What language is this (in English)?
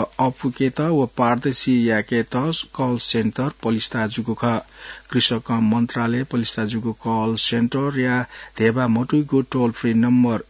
Newari